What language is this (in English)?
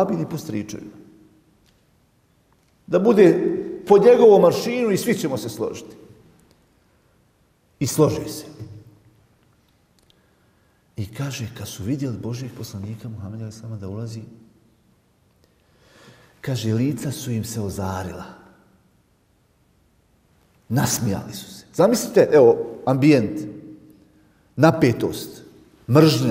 Bosnian